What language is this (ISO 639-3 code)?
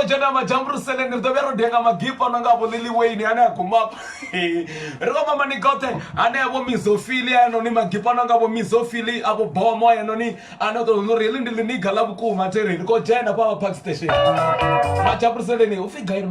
ven